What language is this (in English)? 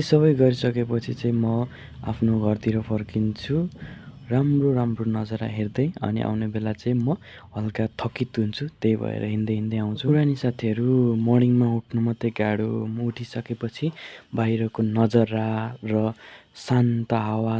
Nepali